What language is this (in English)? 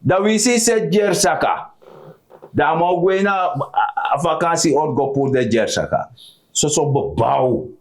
Sranan Tongo